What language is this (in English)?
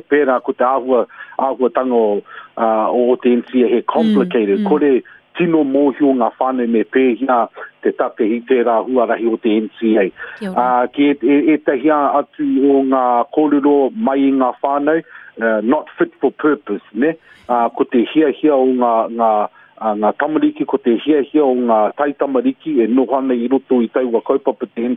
Māori